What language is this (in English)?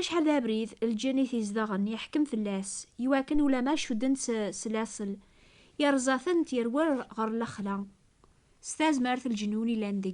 Kabyle